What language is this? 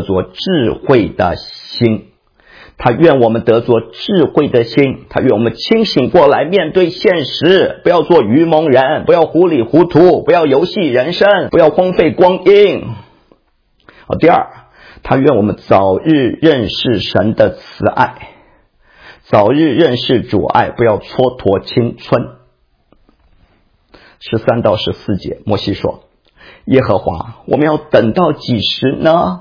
Chinese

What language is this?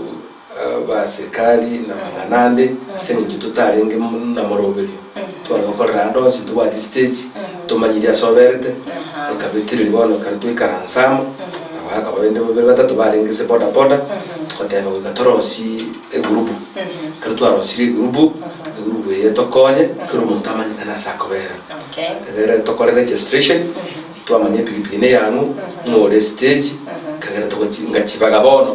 Gusii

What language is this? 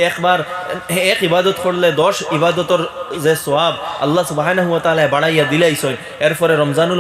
Sylheti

